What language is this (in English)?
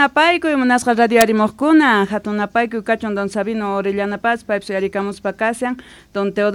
Quechua